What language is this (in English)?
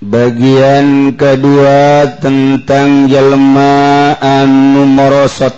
Sundanese